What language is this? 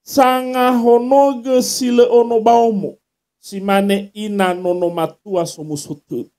Nias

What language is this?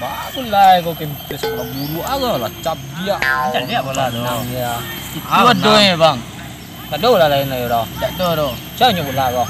Minangkabau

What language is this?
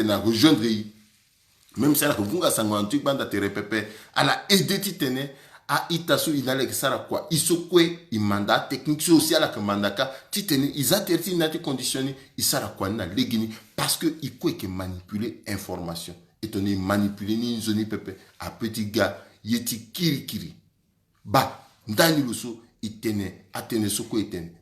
Sango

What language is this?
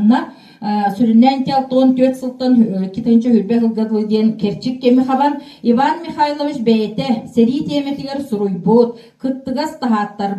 Yakut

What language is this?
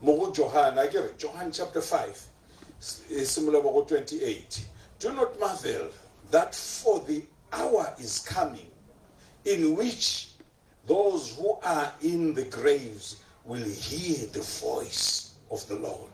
Tswana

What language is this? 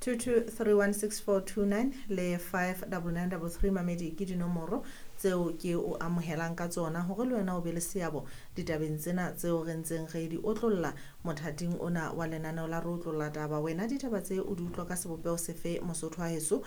Southern Sotho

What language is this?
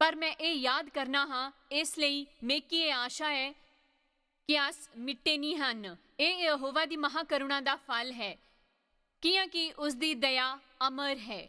Dogri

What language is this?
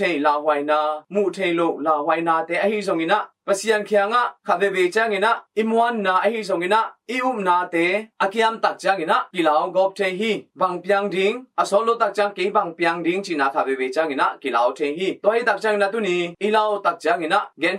Tedim Chin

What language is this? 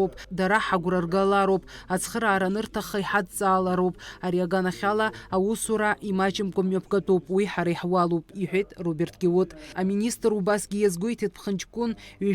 Abkhazian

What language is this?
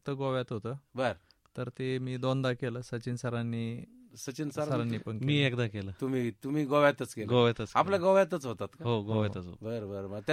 Marathi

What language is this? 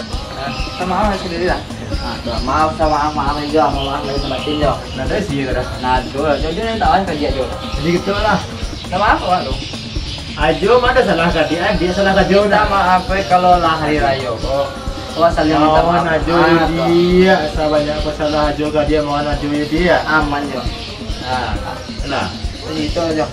Minangkabau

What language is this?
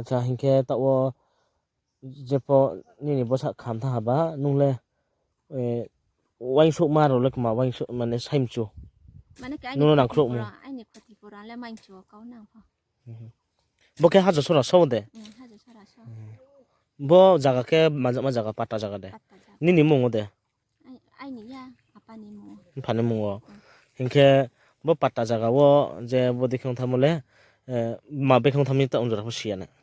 Riang (India)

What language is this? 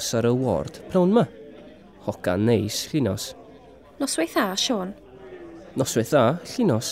Welsh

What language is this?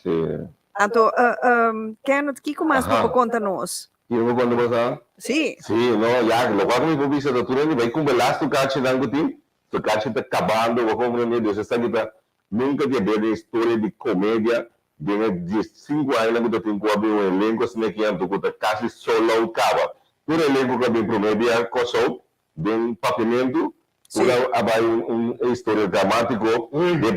Papiamento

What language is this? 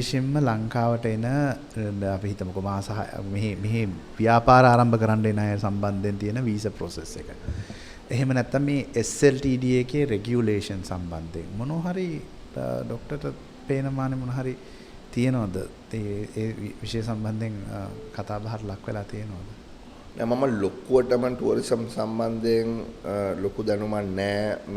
Sinhala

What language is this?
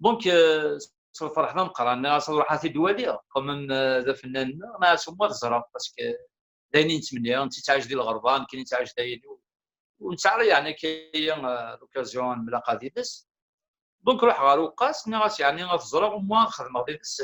Kabyle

